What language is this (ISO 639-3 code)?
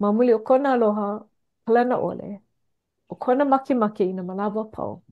haw